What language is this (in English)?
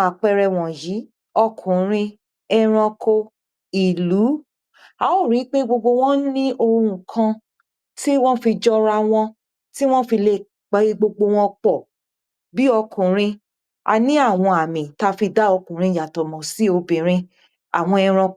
Yoruba